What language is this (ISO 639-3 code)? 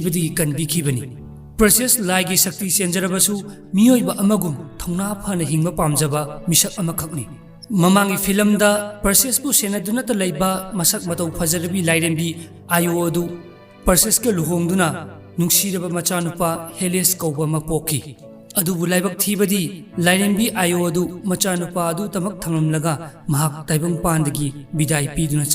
mni